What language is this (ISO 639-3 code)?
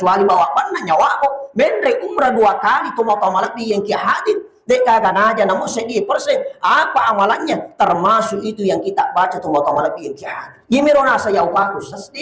bug